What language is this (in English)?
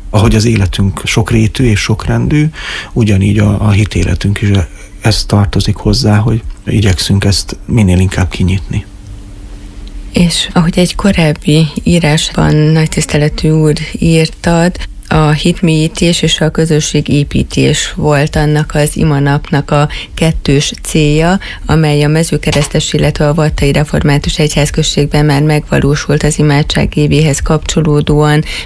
Hungarian